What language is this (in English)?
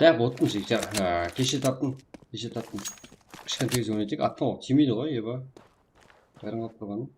Kara-Kalpak